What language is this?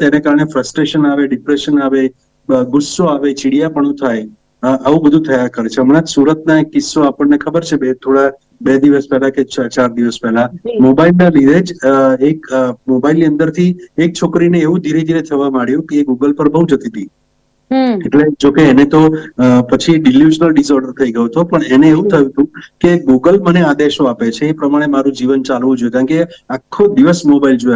Gujarati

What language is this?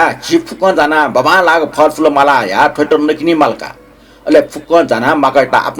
Newari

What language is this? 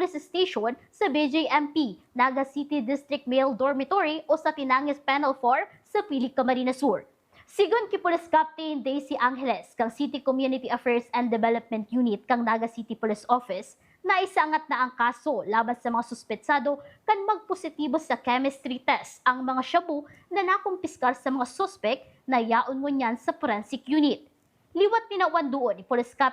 Bikol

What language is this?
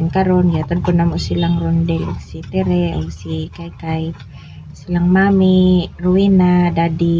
Cebuano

